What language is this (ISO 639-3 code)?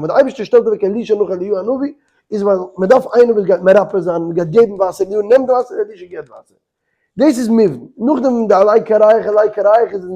yid